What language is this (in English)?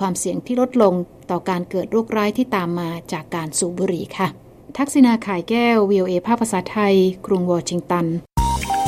Thai